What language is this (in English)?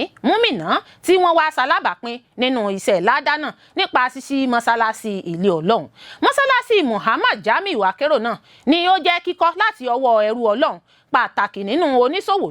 Yoruba